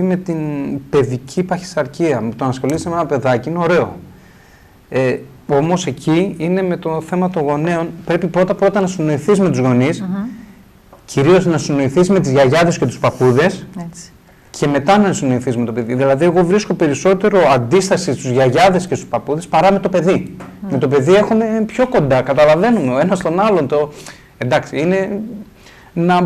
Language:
Greek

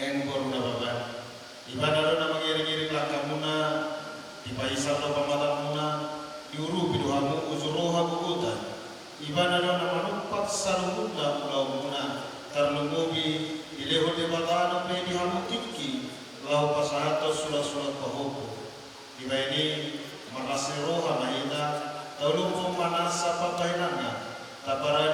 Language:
Batak Toba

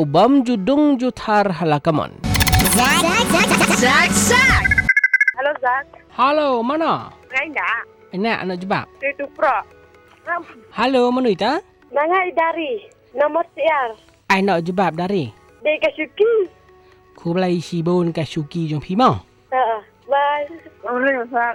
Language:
Malay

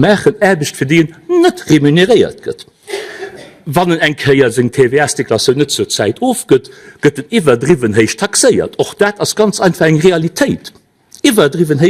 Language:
Luxembourgish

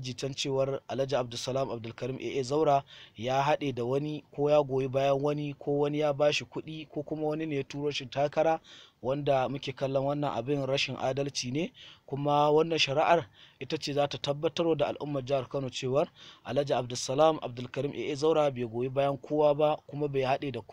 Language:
Hausa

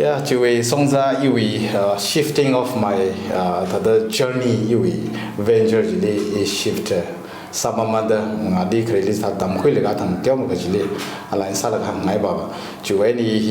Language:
Tangkhul Naga (India)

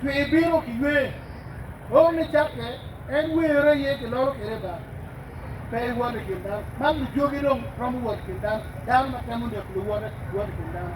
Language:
Acoli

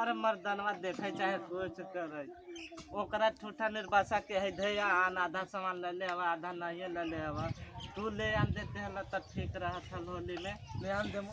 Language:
Magahi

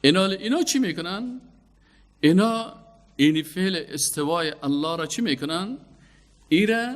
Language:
Persian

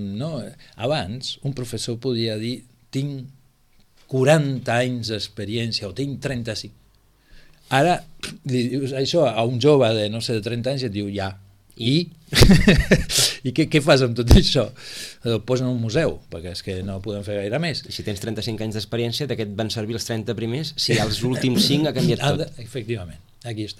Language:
Catalan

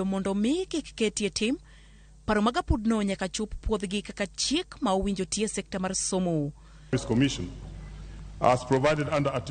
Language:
Luo (Kenya and Tanzania)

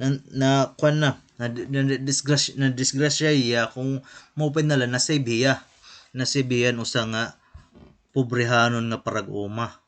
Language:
Waray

